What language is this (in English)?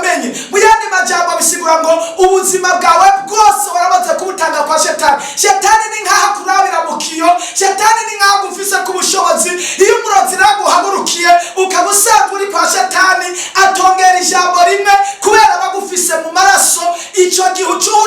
Rundi